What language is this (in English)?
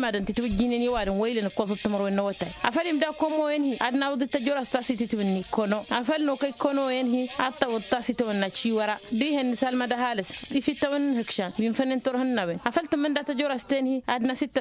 Tamasheq